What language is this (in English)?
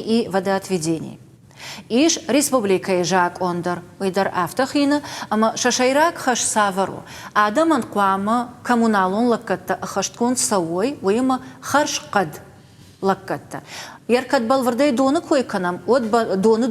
Ossetic